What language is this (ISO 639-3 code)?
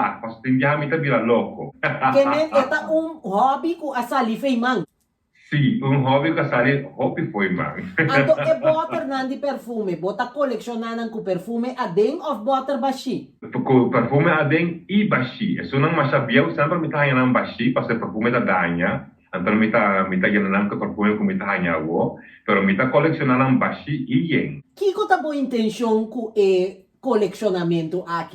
pap